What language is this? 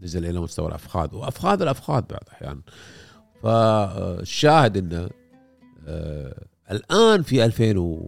Gulf Arabic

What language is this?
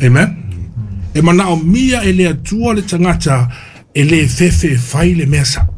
Samoan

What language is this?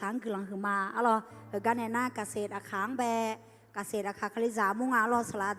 Akha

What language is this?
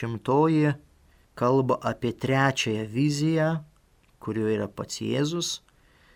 Lithuanian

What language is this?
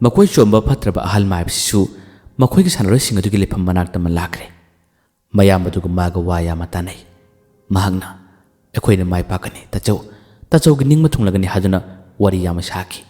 Manipuri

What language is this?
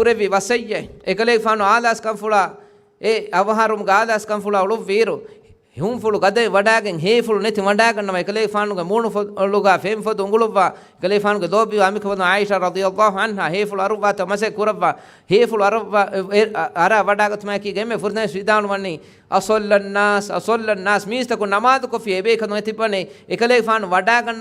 Divehi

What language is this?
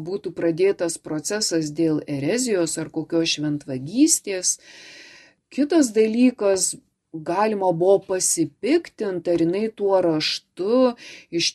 Lithuanian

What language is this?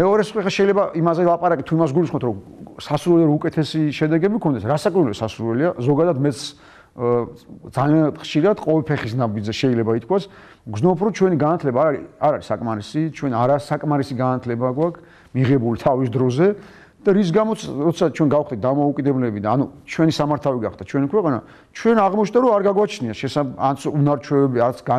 Georgian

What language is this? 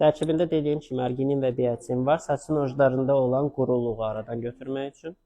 Azerbaijani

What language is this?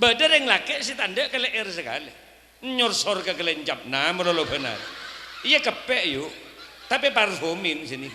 Madurese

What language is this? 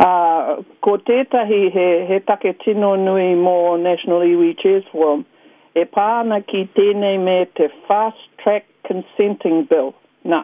Māori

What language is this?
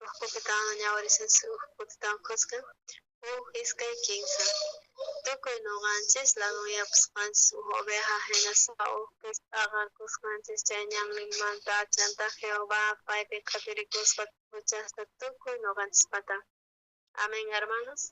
South Bolivian Quechua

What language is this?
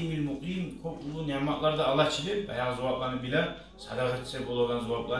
Kumyk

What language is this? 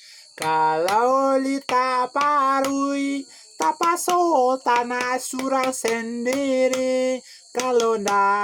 Minangkabau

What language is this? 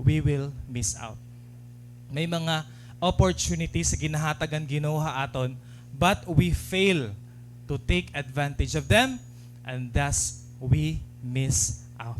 Waray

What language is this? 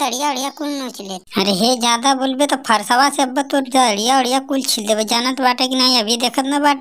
Bhojpuri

